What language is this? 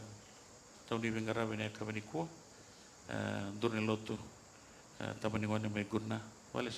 Fijian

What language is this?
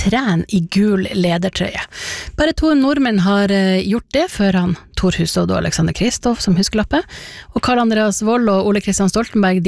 Norwegian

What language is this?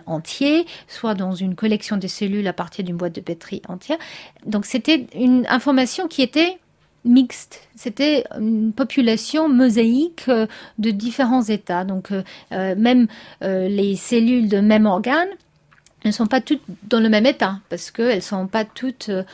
French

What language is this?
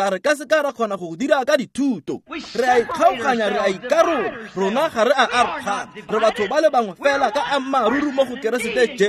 Tswana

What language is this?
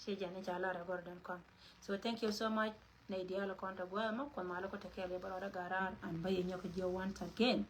Nuer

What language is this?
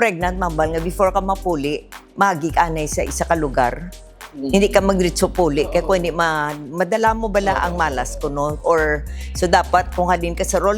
Hiligaynon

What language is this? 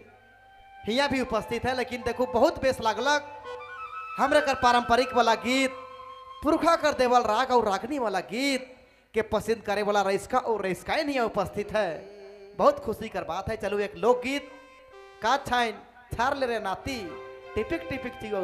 Sadri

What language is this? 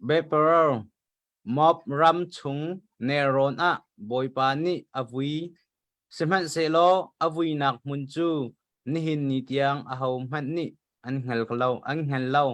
Hakha Chin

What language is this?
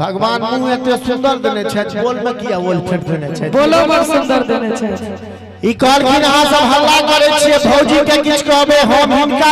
Maithili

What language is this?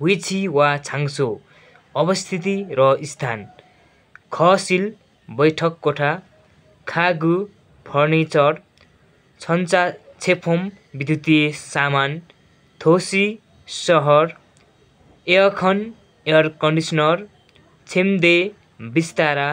Nepali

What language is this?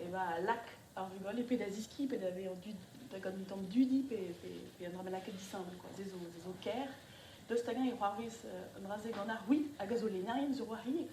Breton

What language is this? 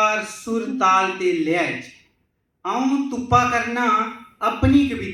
Dogri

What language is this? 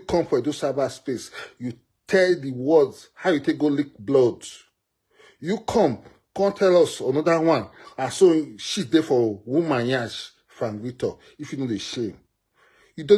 Nigerian Pidgin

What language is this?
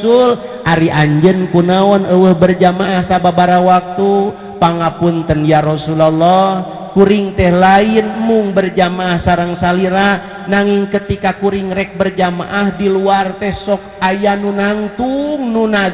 Sundanese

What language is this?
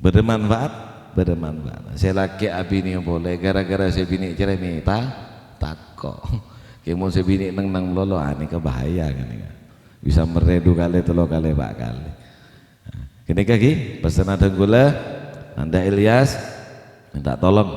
Madurese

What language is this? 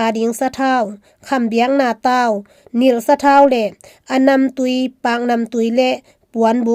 Tedim Chin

